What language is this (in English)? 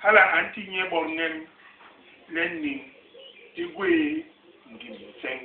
Basaa